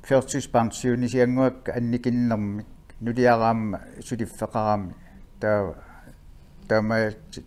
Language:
Kalaallisut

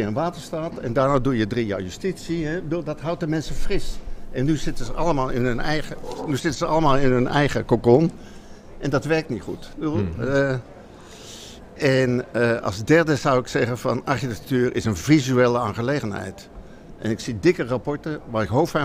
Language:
Dutch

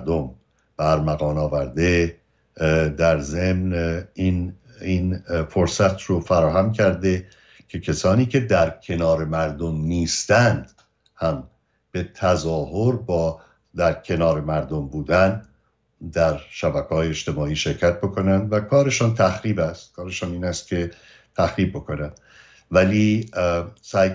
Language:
Persian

